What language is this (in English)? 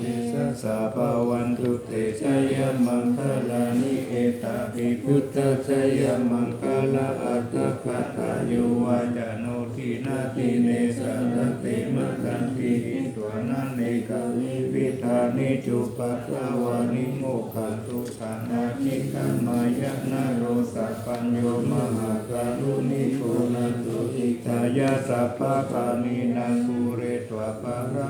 Pali